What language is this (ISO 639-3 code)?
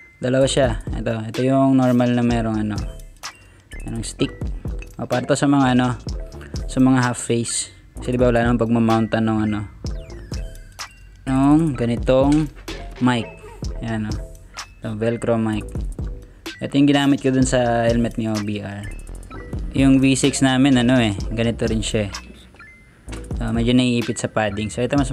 fil